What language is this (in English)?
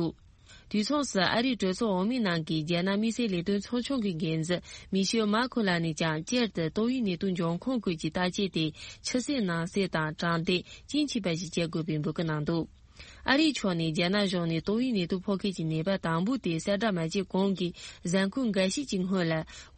Tibetan